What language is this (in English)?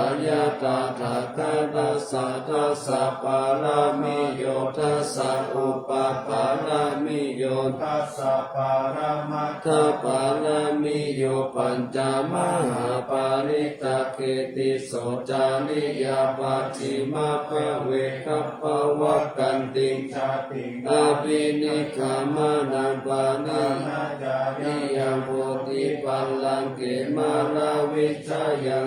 Pali